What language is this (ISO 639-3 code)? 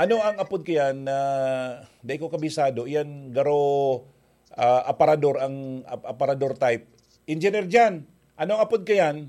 bik